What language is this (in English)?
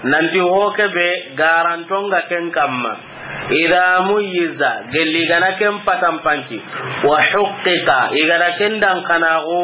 Soninke